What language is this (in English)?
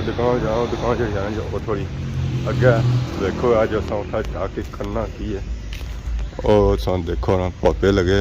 Pahari-Potwari